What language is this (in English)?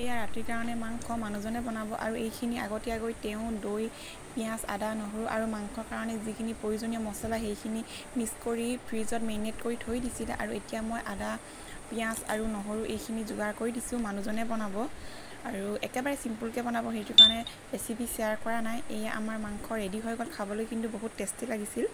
Assamese